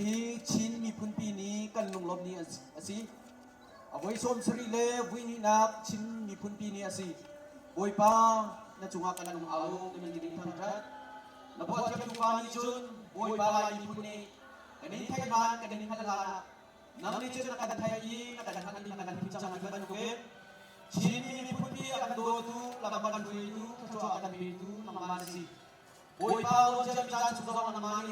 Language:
Hakha Chin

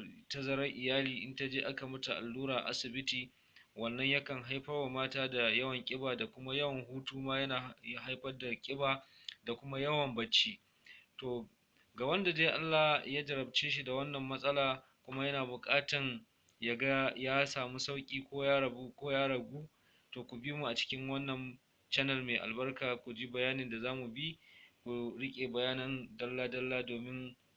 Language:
Hausa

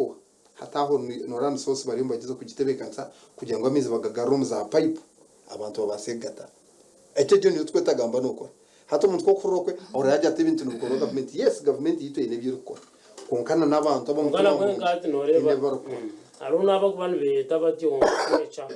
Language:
Nyankole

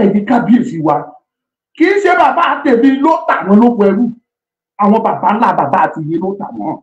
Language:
Yoruba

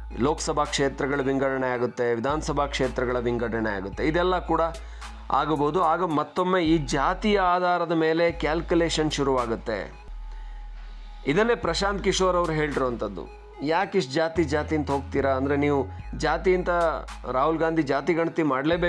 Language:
Kannada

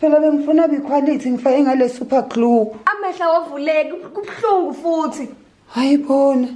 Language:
Zulu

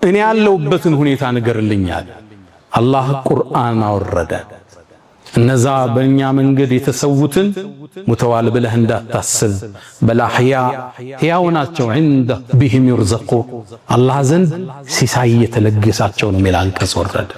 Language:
Amharic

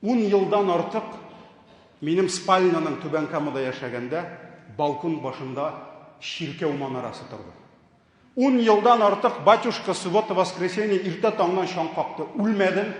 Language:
Tatar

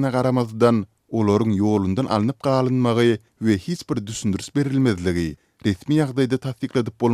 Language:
Turkmen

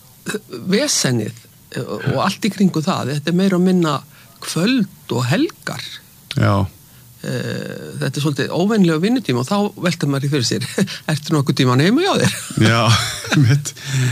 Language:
Icelandic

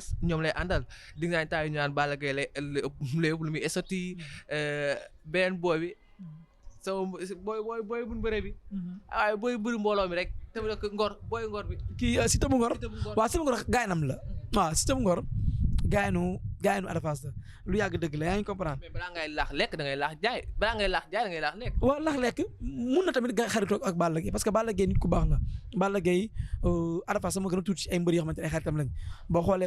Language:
Wolof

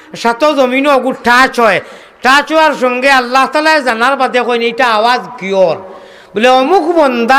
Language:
Sylheti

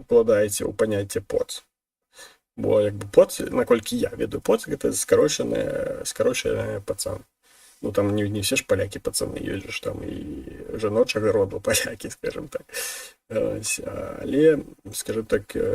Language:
Belarusian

